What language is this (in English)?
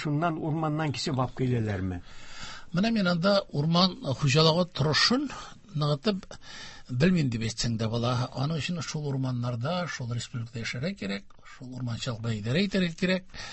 Tatar